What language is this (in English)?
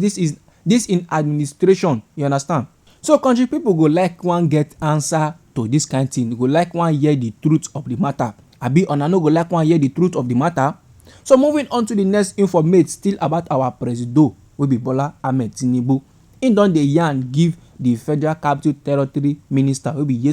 Nigerian Pidgin